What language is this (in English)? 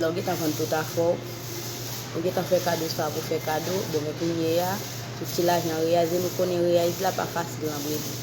Haitian Creole